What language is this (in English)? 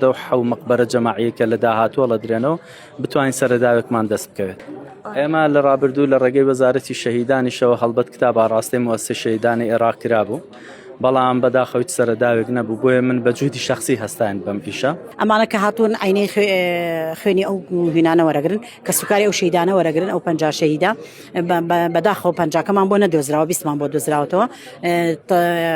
Central Kurdish